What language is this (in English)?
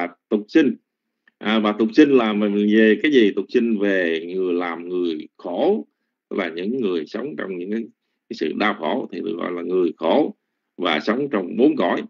Vietnamese